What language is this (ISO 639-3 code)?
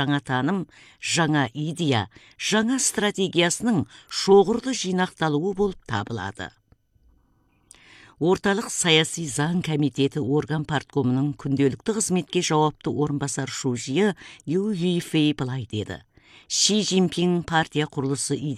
kaz